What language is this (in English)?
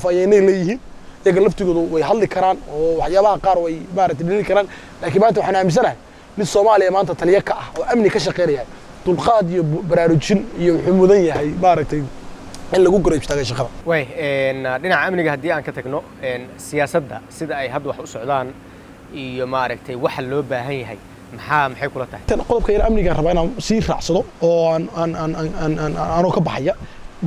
Somali